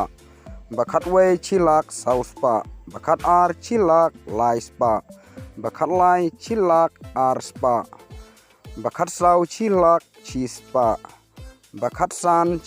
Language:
Khasi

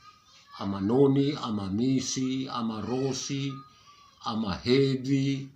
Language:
Nias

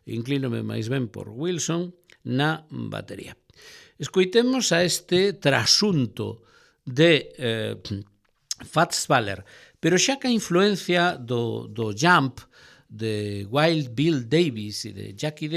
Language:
Galician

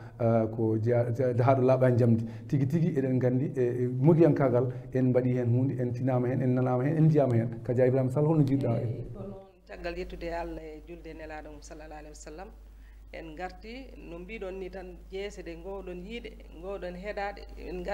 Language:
Fula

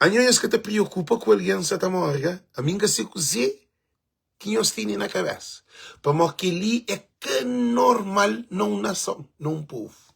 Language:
Kabuverdianu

